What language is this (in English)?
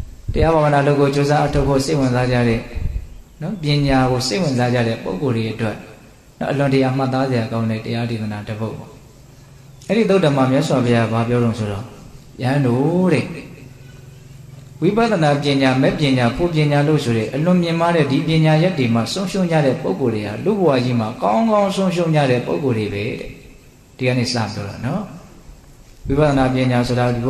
Burmese